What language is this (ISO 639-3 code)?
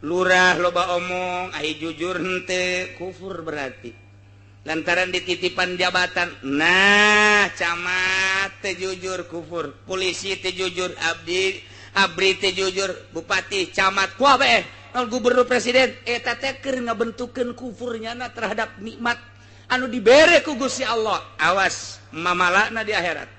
sun